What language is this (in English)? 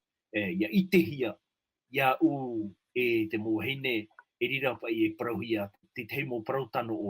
Tahitian